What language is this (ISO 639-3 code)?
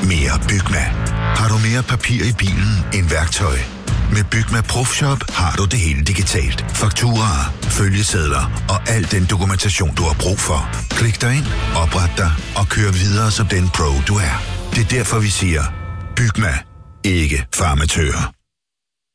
dan